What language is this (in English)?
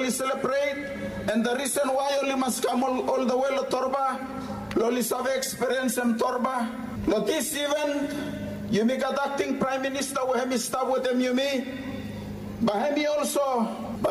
Bislama